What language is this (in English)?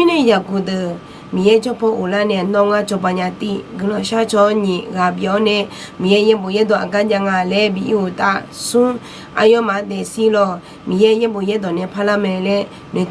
Akha